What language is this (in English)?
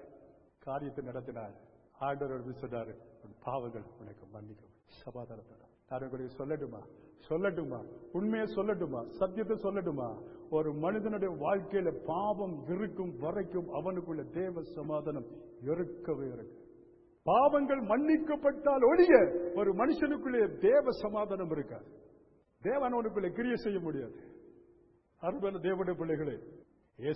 Tamil